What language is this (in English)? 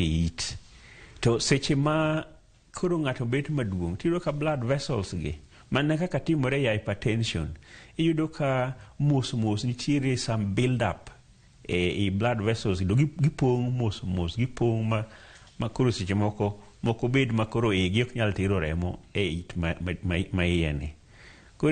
Luo (Kenya and Tanzania)